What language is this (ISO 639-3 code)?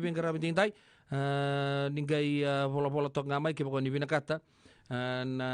fij